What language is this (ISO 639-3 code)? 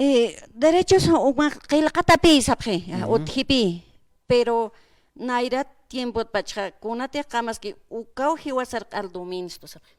aym